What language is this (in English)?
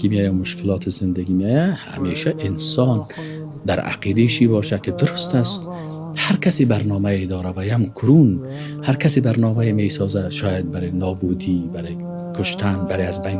Persian